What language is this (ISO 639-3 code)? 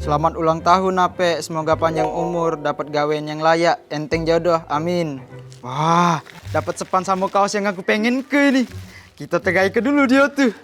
mui